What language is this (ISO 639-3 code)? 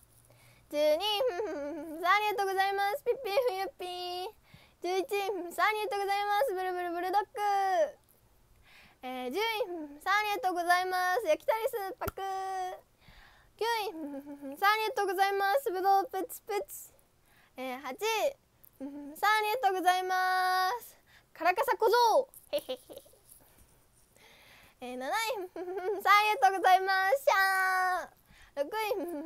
jpn